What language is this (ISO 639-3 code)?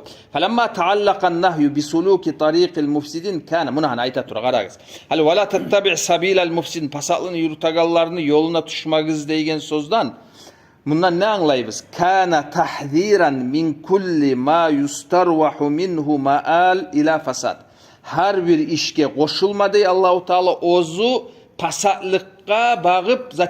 kum